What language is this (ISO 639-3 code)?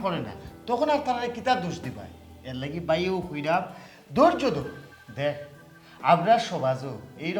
syl